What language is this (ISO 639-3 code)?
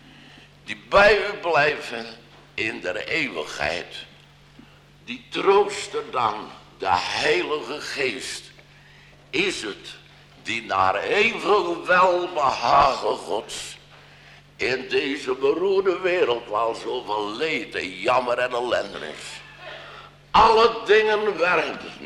nld